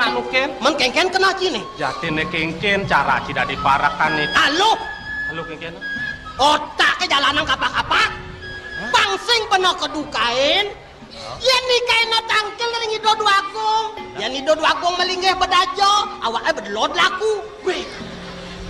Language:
Balinese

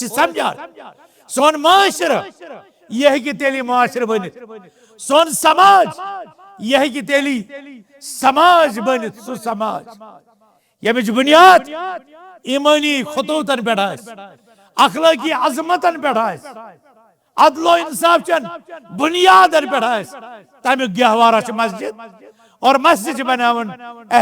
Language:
Kashmiri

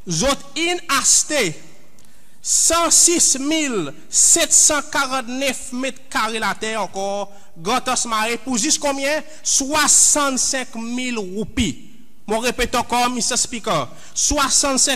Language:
Seselwa Creole French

